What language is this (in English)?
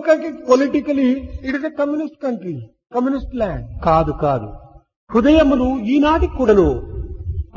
Telugu